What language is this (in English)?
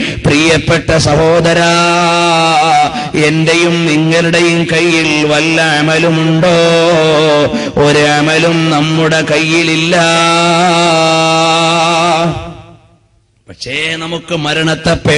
Malayalam